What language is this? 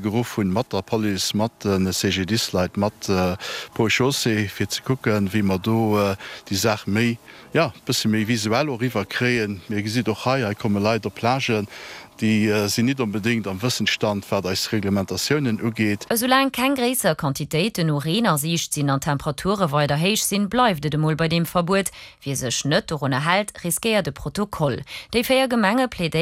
Luxembourgish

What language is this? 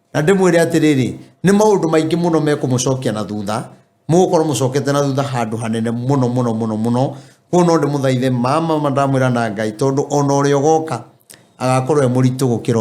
Kikuyu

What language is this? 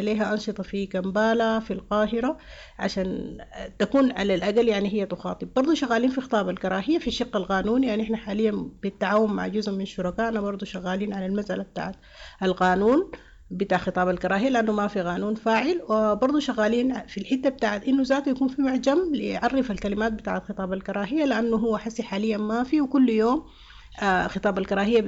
Sudanese Arabic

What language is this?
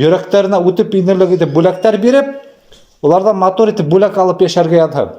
Bashkir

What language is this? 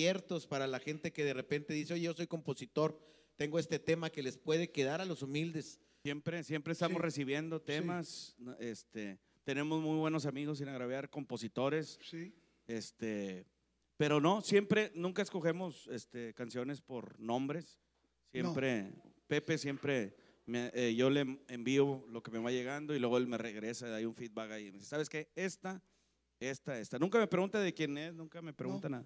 Spanish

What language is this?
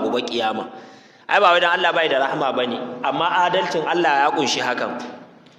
Hausa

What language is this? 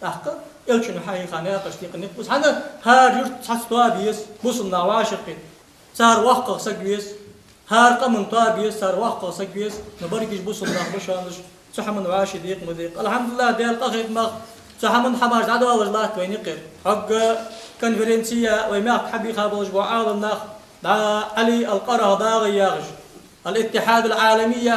Ingush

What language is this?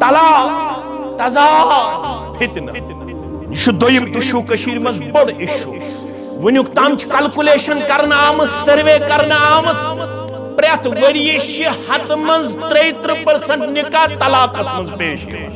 Kashmiri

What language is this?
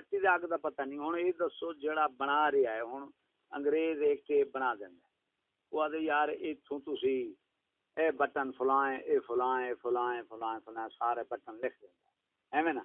Saraiki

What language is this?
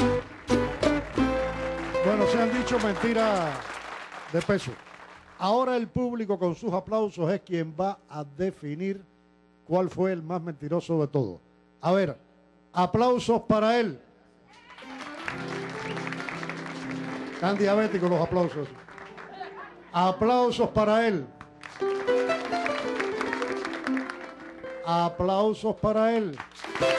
Spanish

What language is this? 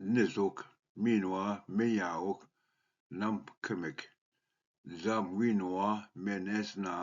Ojibwa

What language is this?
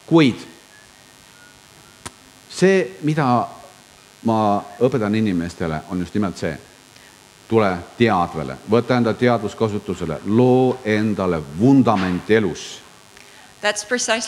Estonian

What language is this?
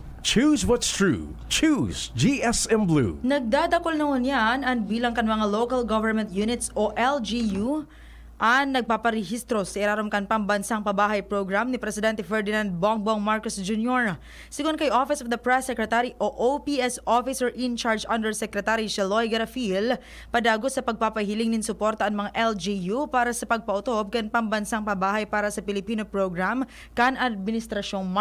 Bikol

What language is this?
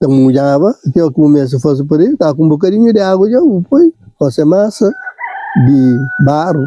Kabuverdianu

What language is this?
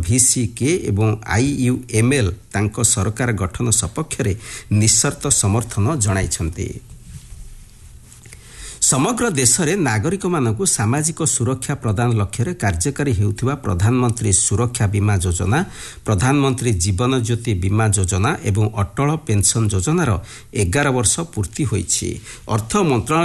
Odia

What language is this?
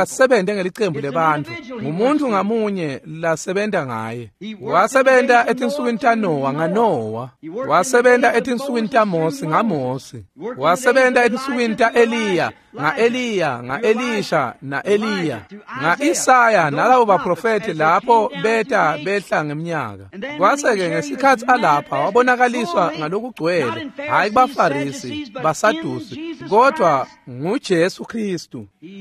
Swati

